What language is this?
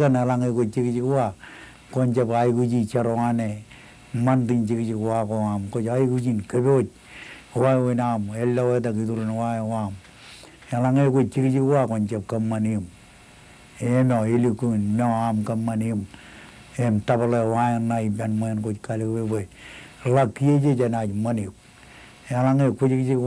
Marshallese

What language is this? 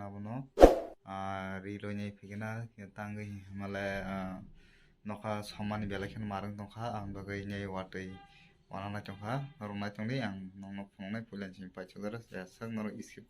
Kok Borok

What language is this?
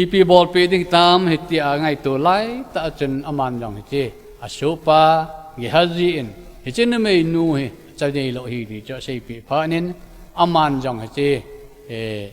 Thado Chin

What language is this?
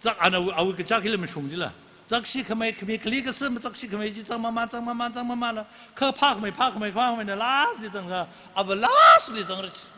Tangkhul Naga (India)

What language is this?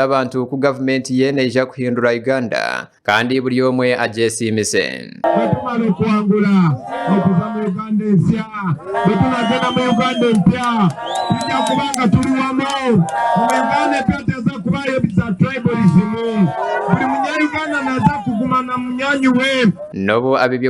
Nyankole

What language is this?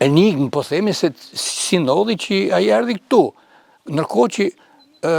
Albanian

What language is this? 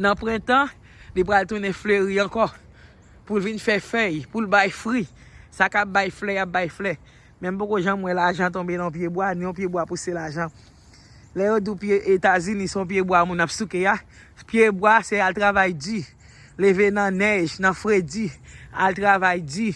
Haitian Creole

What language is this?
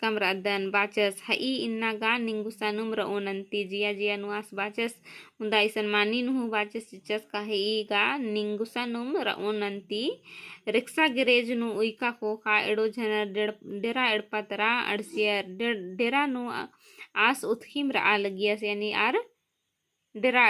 Kurukh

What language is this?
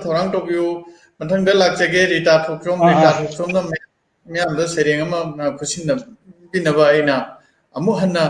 Manipuri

